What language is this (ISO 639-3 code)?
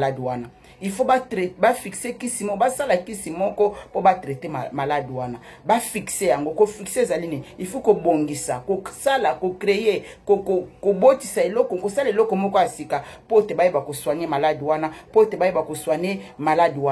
lin